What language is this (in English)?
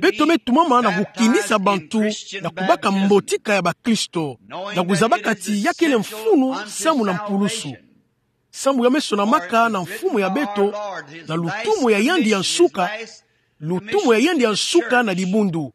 Kituba (Democratic Republic of Congo)